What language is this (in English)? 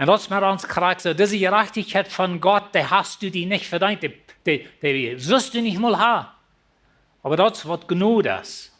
Plautdietsch